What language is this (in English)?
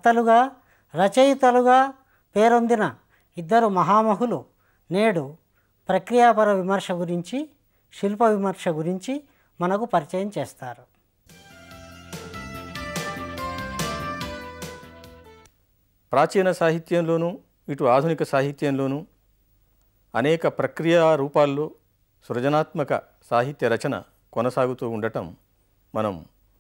Telugu